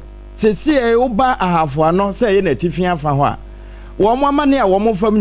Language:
Akan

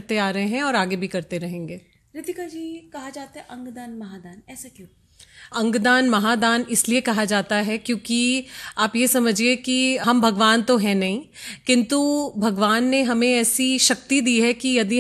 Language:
Hindi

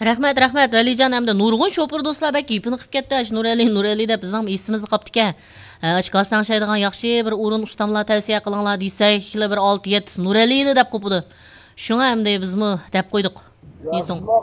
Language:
Uyghur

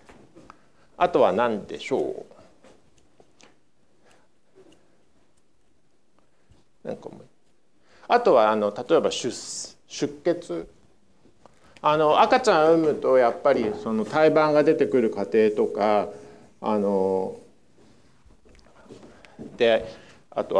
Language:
Japanese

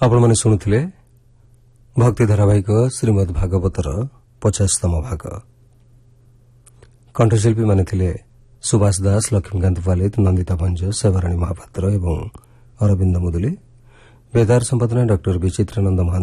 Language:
Odia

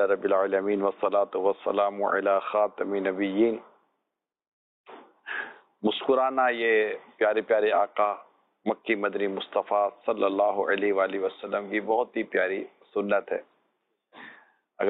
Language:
Urdu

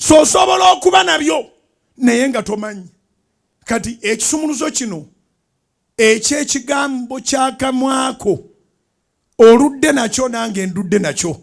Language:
Ganda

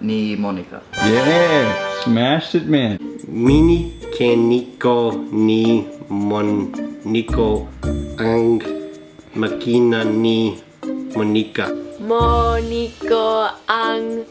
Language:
Cebuano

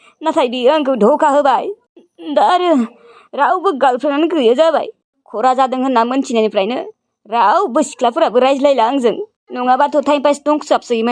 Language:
Bodo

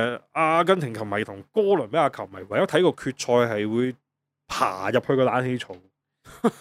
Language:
Cantonese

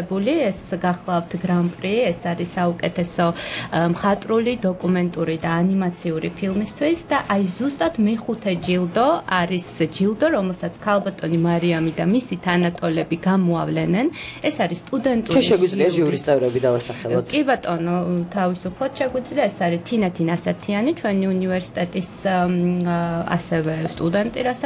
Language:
Georgian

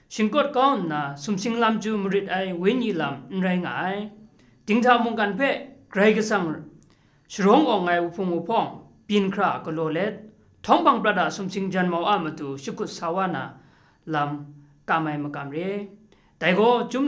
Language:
Kachin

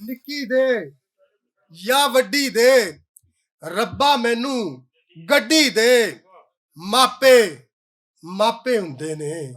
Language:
Western Panjabi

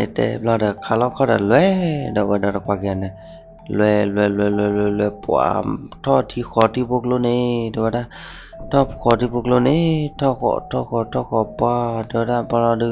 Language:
S'gaw Karen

